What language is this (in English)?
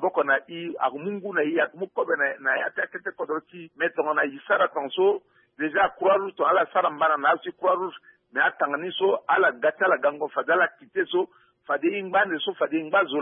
Sango